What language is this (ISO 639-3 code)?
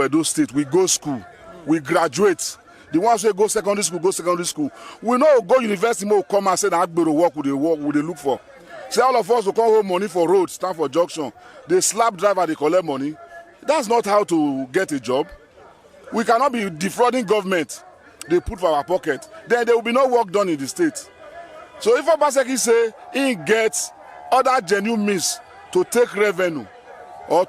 pcm